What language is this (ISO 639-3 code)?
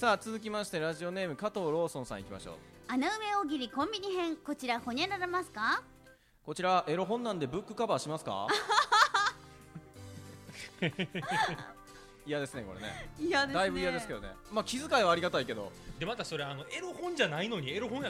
jpn